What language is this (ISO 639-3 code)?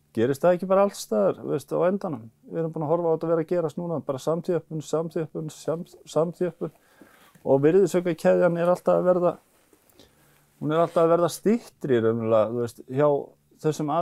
isl